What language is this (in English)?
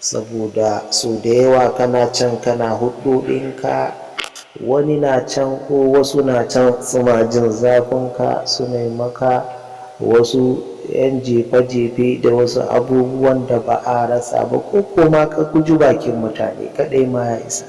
Hausa